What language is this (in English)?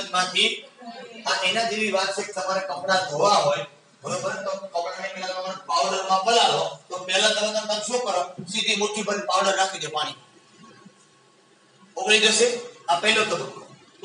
Gujarati